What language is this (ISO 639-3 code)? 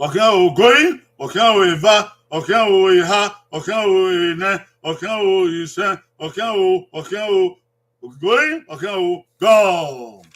bin